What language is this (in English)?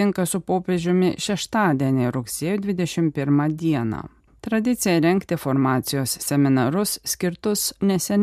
Lithuanian